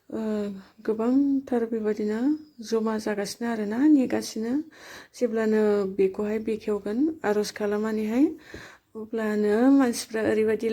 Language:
Bodo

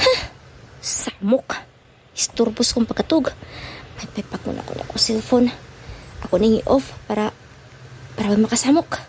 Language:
Cebuano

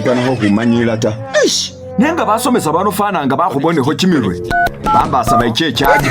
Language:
Masaaba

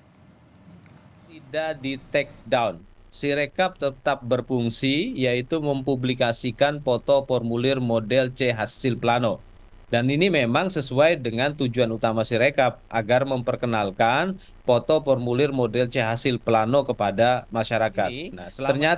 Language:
Indonesian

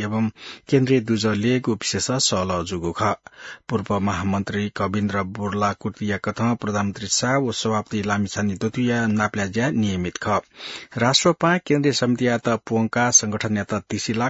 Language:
Newari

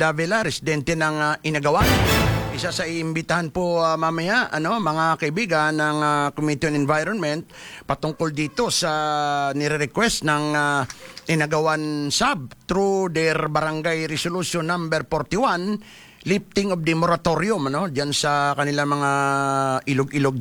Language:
Filipino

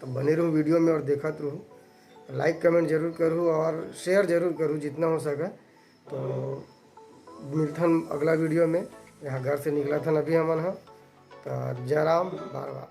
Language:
Chhattisgarhi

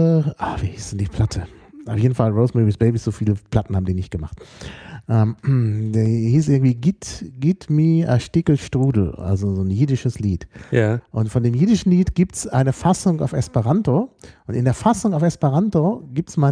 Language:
German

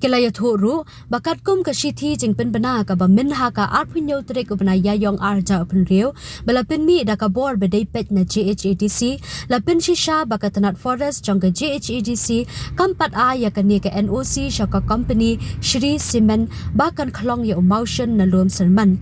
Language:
Khasi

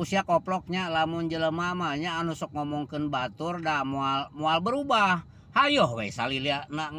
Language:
Sundanese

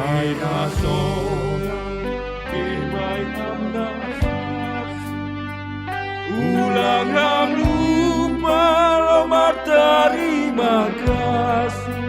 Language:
Batak Simalungun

